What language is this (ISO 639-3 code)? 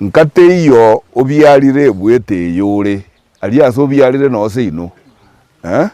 guz